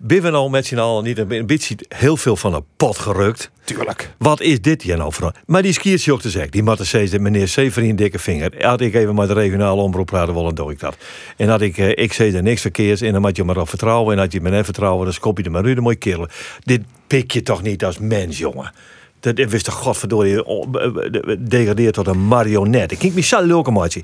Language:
Western Frisian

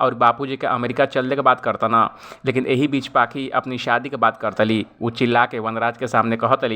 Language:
Bhojpuri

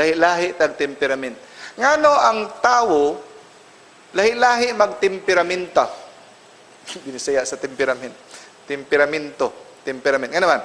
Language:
Cebuano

